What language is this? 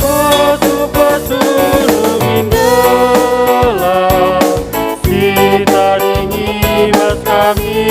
Batak Karo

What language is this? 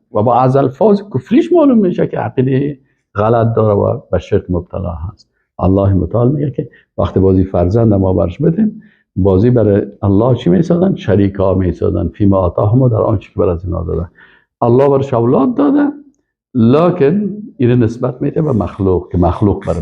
Persian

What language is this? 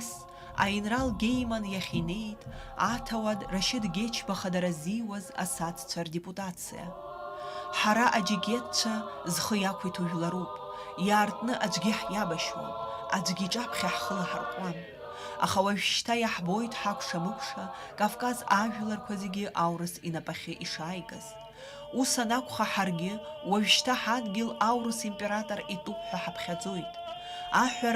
Abkhazian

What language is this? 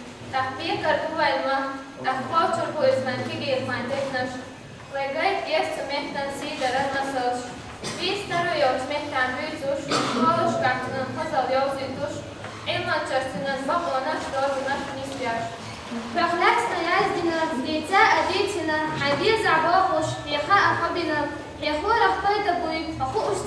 Chechen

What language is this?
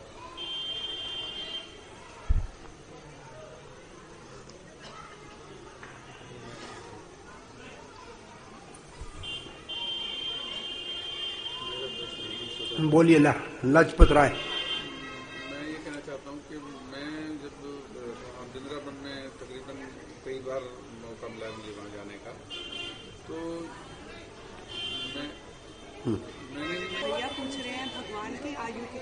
Hindi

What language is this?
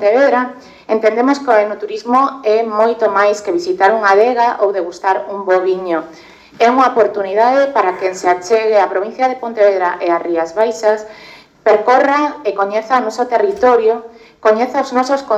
Galician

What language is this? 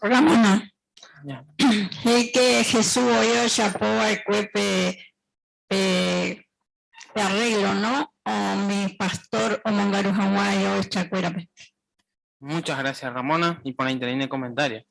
Guarani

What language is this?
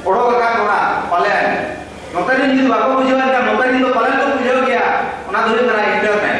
Santali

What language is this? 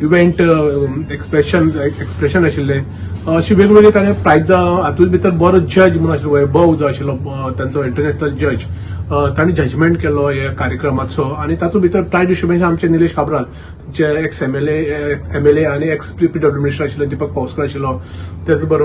Konkani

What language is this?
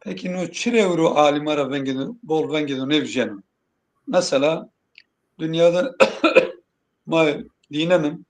Zaza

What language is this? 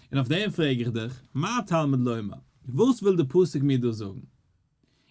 Yiddish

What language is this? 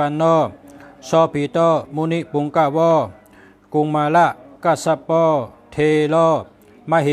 Shan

